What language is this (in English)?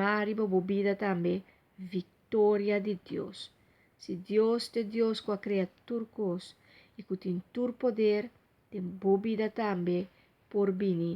Papiamento